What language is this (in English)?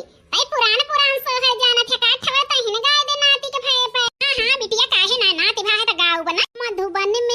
Awadhi